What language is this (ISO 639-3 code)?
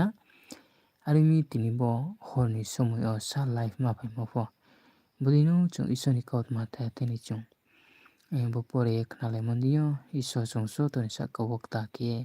ria